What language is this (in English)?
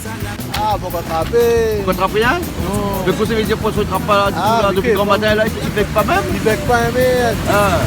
Réunion Creole French